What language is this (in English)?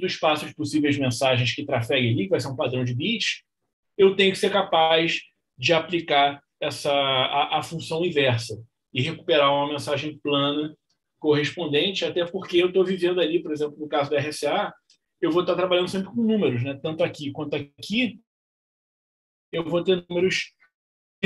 Portuguese